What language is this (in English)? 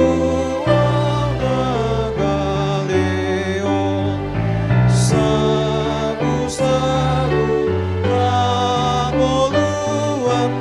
Batak Toba